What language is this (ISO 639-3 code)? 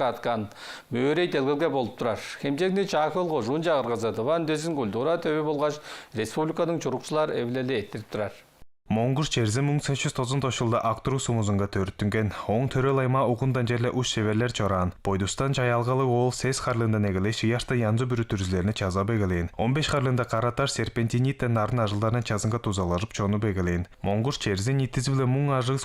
tyv